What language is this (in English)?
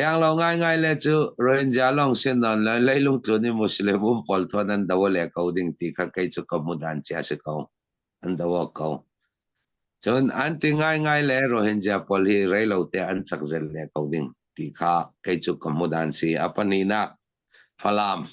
Hakha Chin